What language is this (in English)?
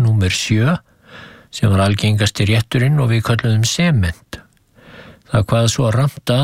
Icelandic